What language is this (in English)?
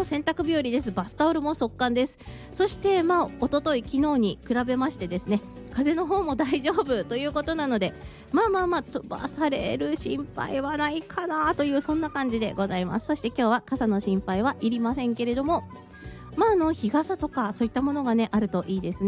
Japanese